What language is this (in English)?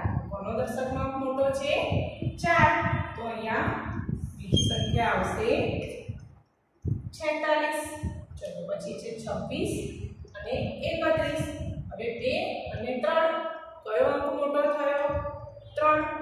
Gujarati